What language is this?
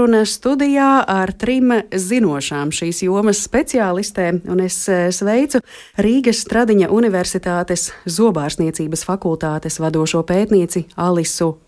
Latvian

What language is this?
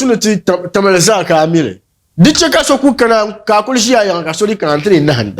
Dagbani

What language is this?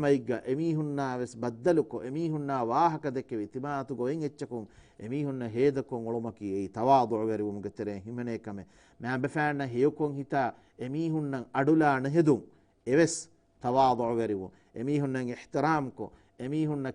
Divehi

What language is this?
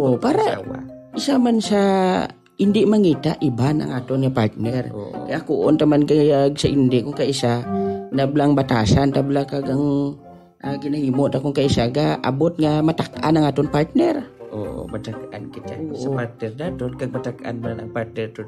Hiligaynon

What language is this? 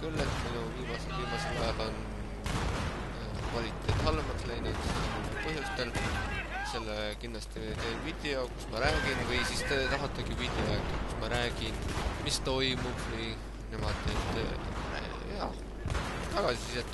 Estonian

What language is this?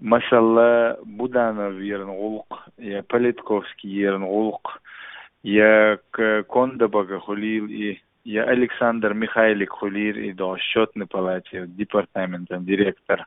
Chechen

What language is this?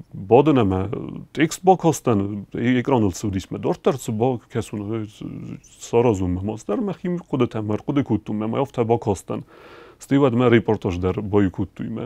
Ossetic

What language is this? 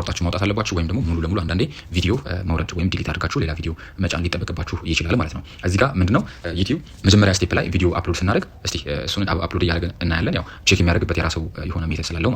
Amharic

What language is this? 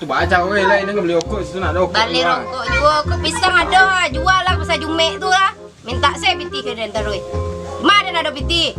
Minangkabau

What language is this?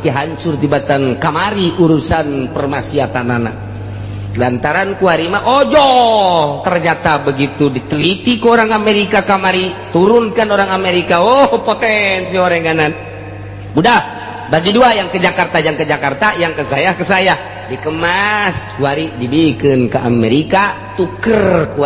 Sundanese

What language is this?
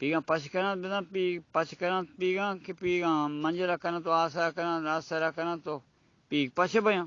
Baluchi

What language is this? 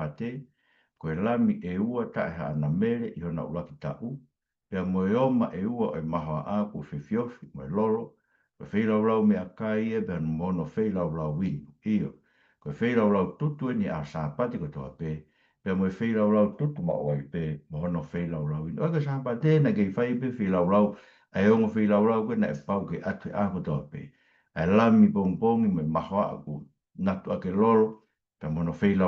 Tongan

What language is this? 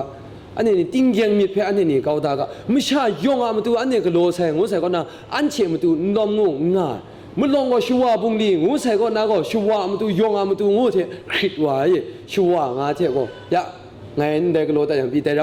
Kachin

